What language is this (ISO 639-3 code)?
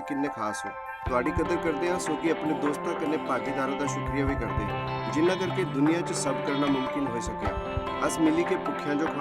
doi